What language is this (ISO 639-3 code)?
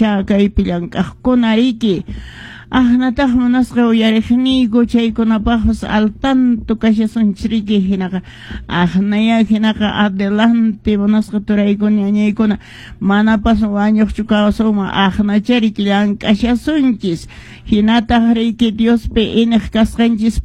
que